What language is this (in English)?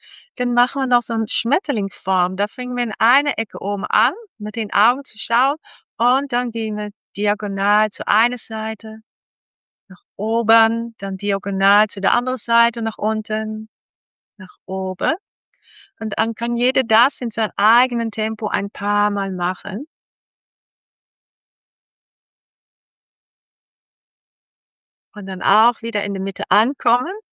German